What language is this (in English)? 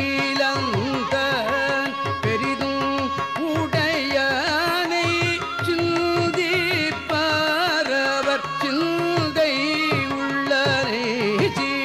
Tamil